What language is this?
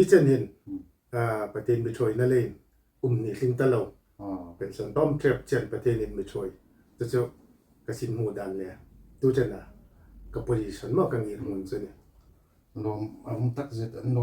Hmar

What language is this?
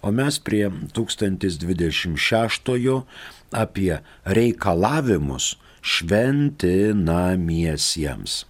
Lithuanian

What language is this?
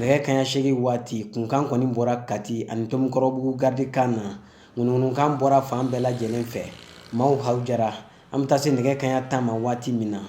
Bambara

